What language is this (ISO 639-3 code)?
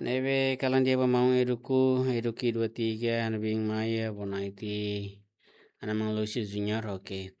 tet